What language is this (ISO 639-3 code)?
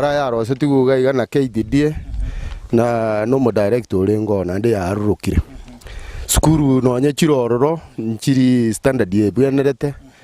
guz